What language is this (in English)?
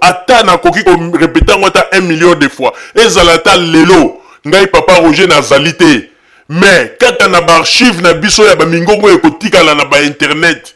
Lingala